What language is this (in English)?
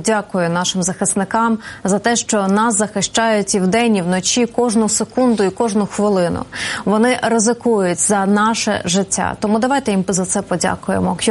Ukrainian